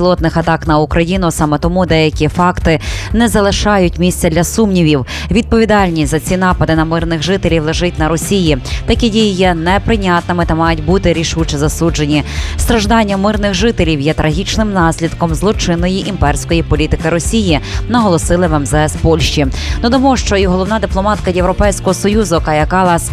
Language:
Ukrainian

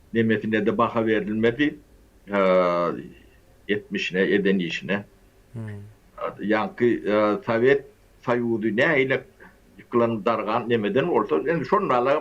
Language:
Turkmen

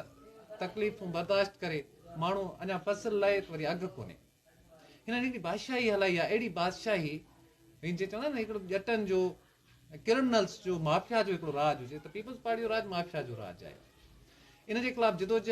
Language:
Sindhi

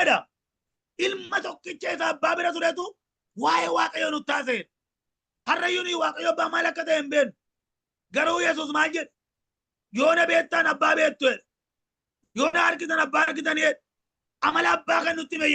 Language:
Oromo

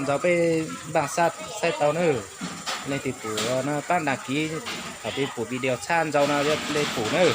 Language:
Hmong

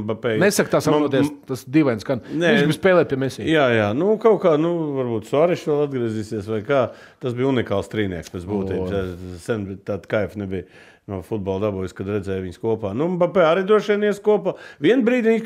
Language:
Latvian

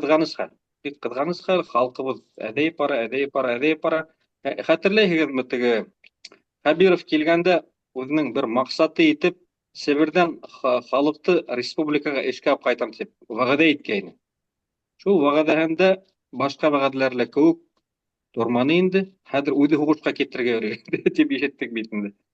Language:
Bashkir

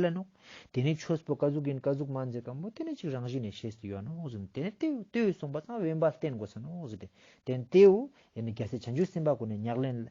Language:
Ladakhi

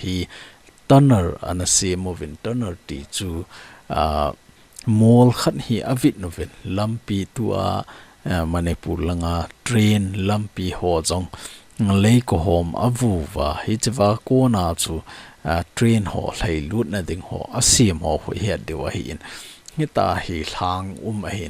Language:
Thado Chin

